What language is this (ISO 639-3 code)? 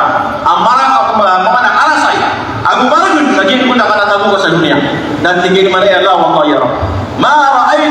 mrw